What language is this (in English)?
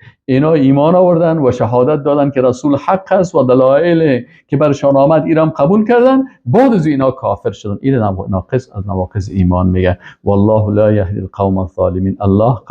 Persian